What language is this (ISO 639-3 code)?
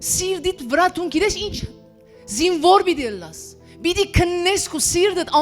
hyw